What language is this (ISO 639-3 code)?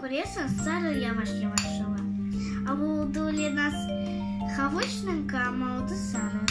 crh